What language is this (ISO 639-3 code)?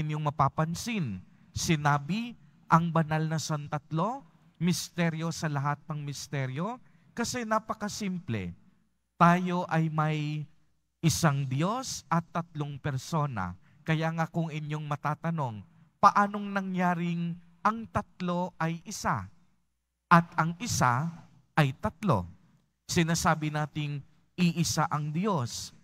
fil